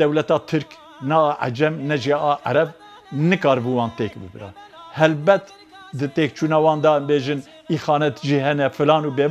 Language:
Kurdish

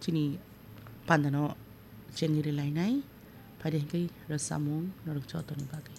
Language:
Kok Borok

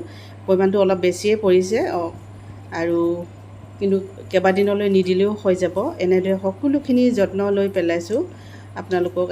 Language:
Assamese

